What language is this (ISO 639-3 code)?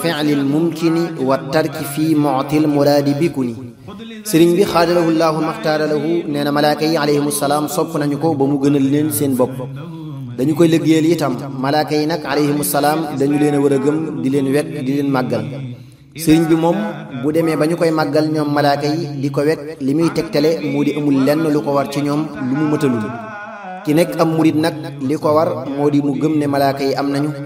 wol